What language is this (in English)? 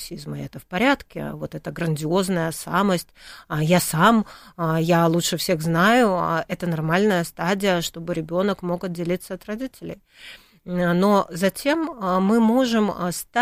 Russian